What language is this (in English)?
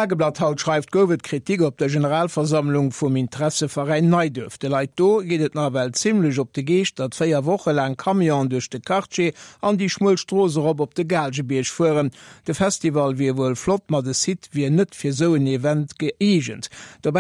Luxembourgish